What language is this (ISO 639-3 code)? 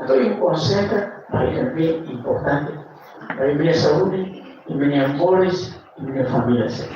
tet